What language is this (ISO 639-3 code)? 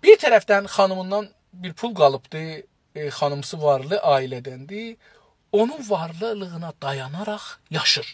azb